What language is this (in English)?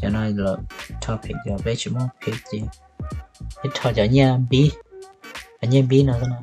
Hmong